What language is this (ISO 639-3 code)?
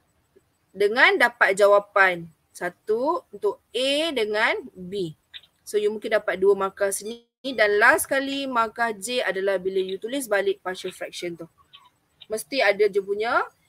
msa